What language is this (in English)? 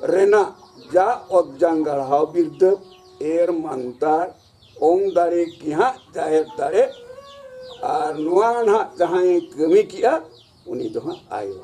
Santali